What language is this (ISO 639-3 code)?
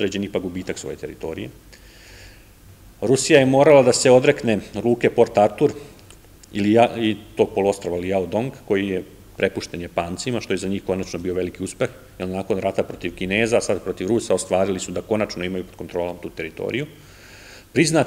srp